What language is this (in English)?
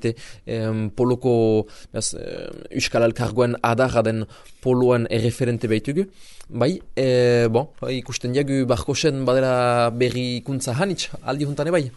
Basque